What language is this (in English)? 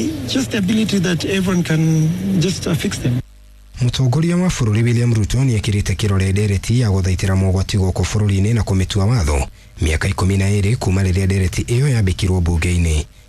Kikuyu